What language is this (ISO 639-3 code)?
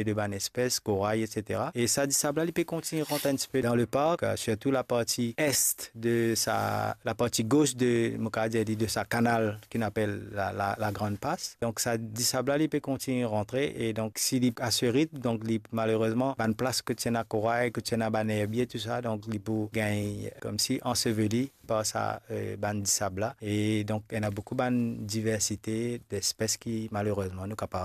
mfe